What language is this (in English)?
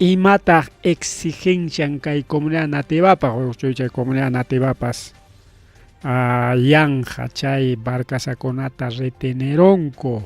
Ayacucho Quechua